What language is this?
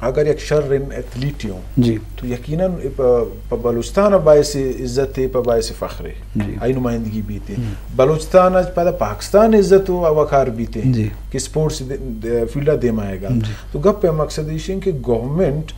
Eastern Balochi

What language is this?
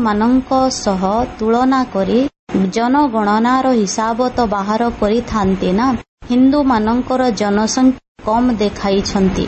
Odia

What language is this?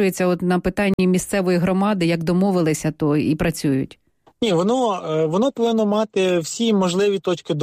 Ukrainian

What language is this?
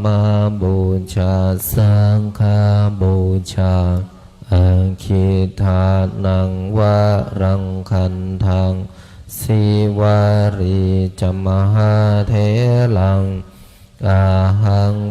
Pali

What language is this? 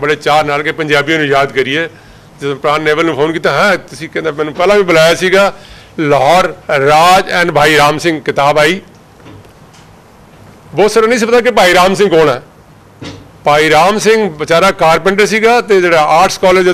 Punjabi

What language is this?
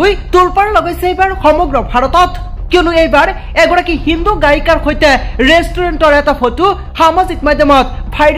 Assamese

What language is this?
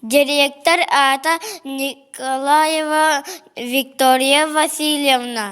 Yakut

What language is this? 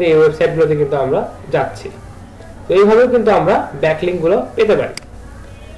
Bangla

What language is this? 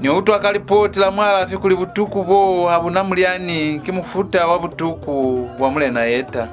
Lozi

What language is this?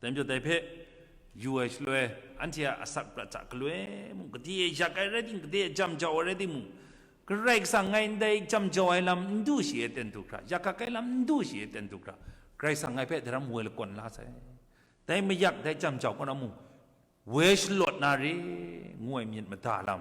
Kachin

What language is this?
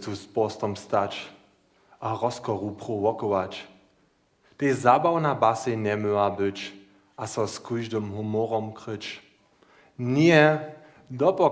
Upper Sorbian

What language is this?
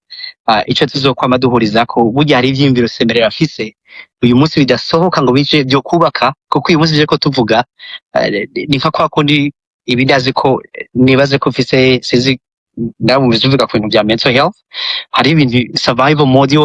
Rundi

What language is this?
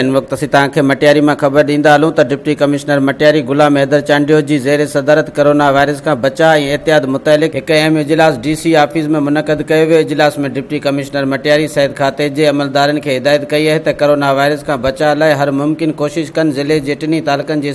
Sindhi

